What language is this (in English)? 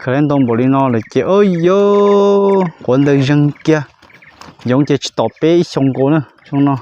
Hmong